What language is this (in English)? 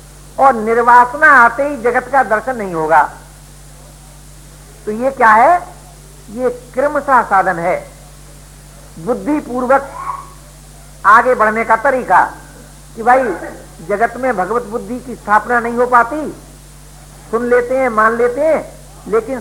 Hindi